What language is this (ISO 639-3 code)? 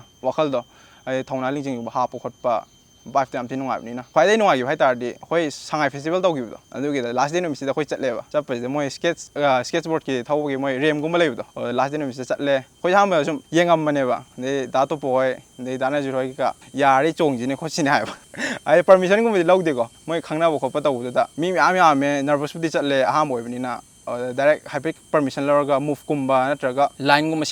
mni